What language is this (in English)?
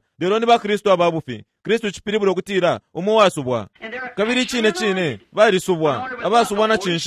Bemba